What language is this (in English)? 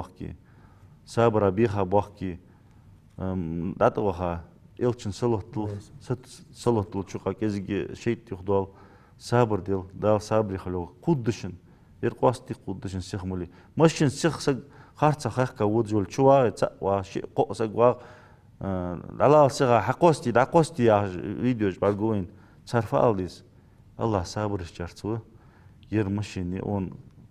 Ingush